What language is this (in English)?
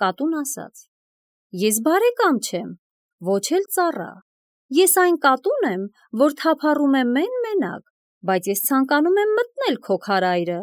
Armenian